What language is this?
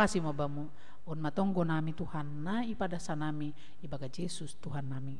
Batak Simalungun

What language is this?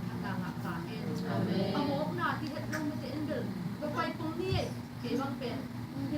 Tedim Chin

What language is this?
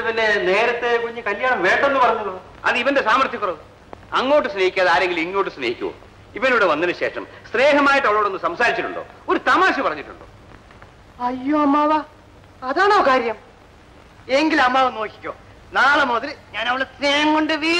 Malayalam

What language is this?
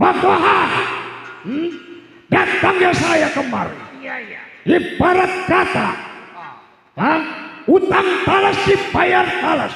Betawi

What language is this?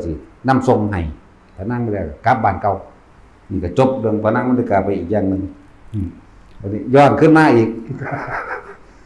Lao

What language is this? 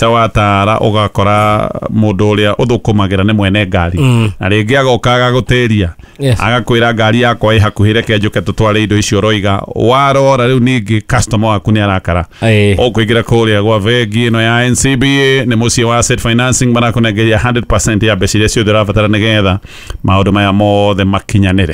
Kikuyu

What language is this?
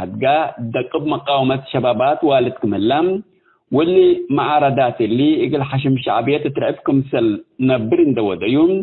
Tigre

